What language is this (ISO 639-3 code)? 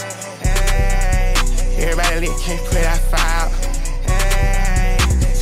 eng